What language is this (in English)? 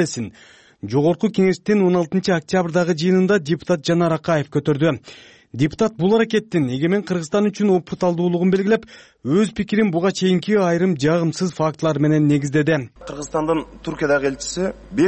Kyrgyz